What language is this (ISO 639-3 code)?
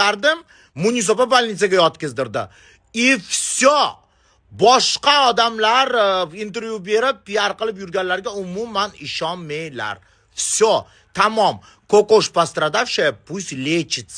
uzb